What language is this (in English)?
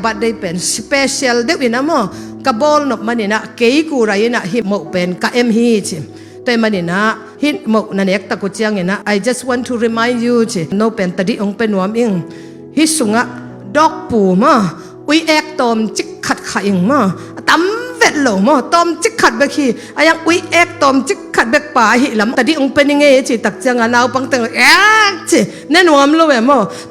Tedim Chin